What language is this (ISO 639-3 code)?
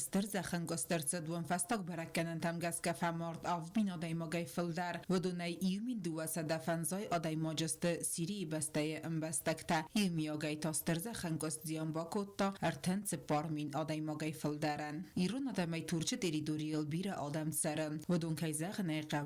oss